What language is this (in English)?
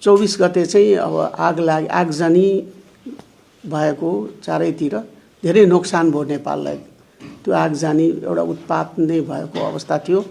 Nepali